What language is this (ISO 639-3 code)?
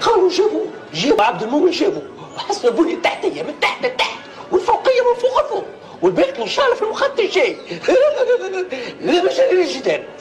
aeb